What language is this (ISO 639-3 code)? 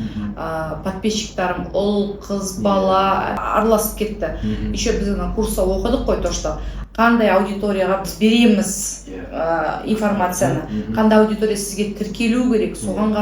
kaz